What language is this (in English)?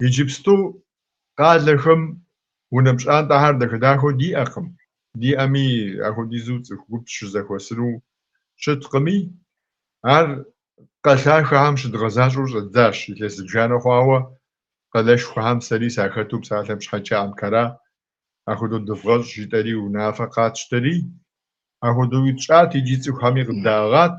Kabardian